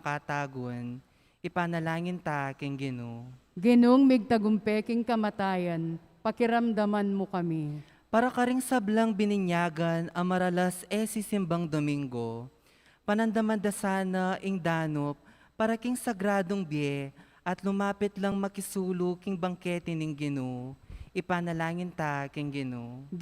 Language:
Pampanga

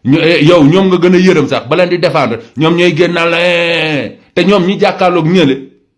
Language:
Wolof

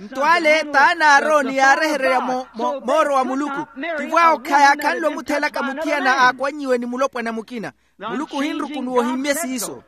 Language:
Makhuwa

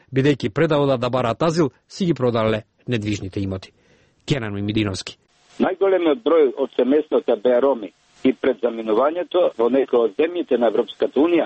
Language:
Macedonian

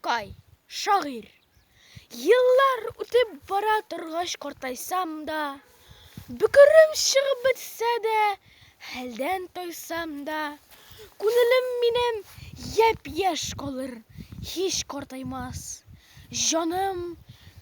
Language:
Tatar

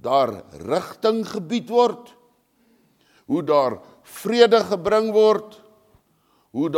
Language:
Afrikaans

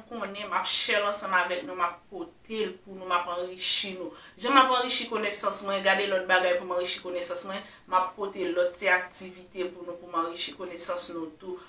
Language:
Haitian Creole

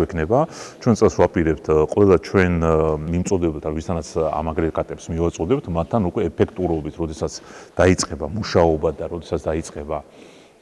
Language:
Georgian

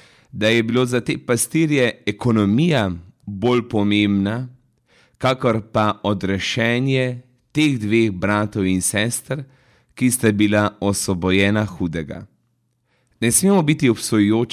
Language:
Slovenian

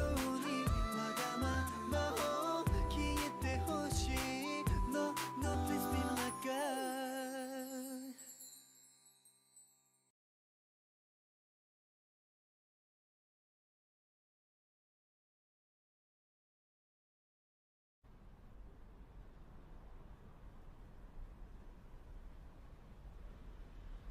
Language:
Japanese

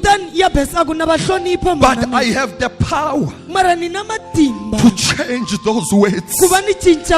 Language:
Tsonga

